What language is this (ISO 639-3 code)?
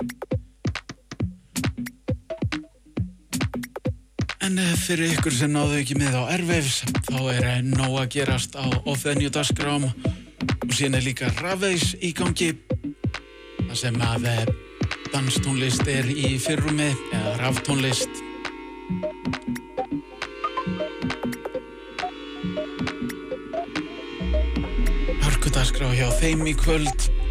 isl